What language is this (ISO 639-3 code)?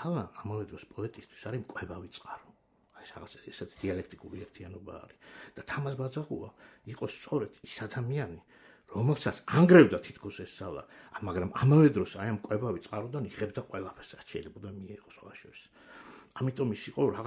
kat